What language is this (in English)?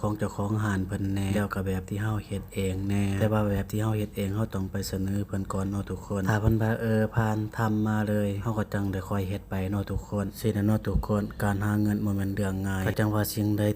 Lao